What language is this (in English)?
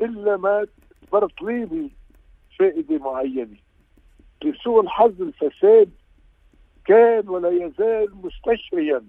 North Levantine Arabic